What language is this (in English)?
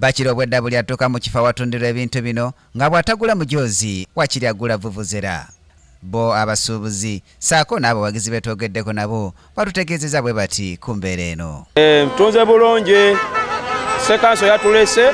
Ganda